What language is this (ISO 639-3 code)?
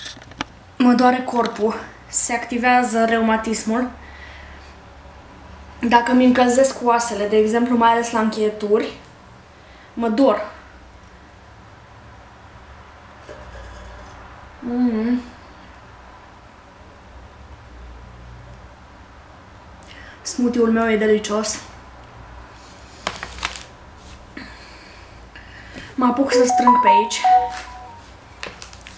ron